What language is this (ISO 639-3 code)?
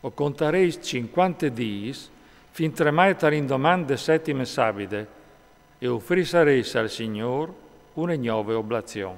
fur